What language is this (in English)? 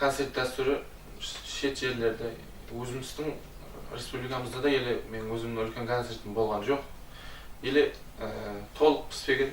Kara-Kalpak